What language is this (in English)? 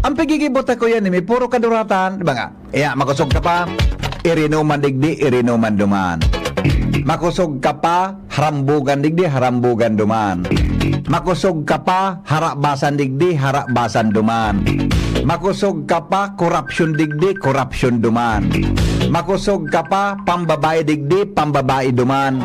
Bikol